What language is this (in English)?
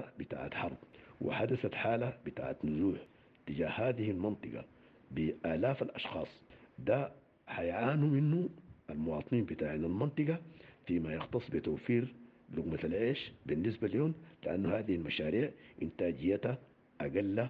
Sudanese Arabic